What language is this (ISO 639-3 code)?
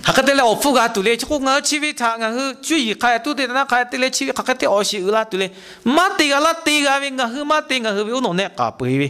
lhu